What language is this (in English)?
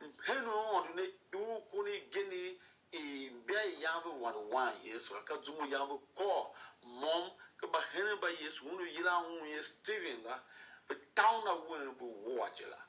Tiv